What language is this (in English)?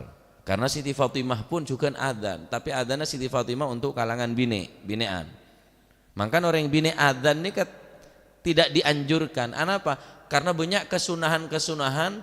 Madurese